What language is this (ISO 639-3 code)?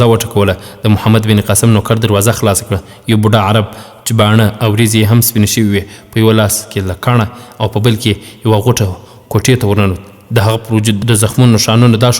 pus